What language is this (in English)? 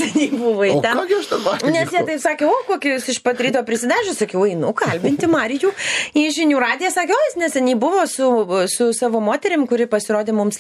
Lithuanian